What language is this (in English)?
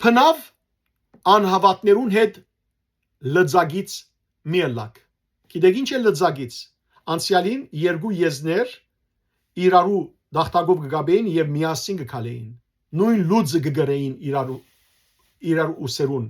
Western Armenian